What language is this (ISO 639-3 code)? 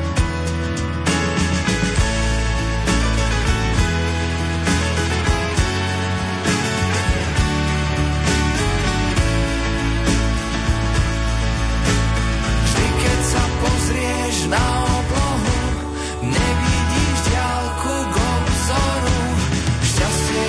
slk